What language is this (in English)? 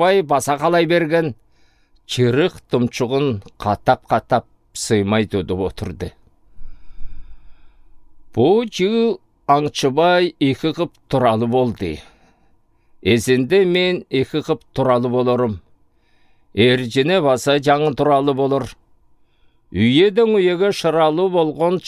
Southern Altai